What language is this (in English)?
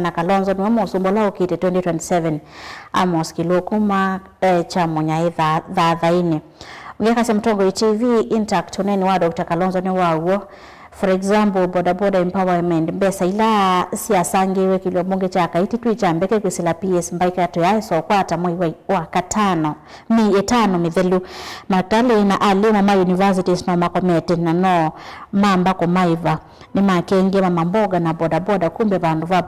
Kamba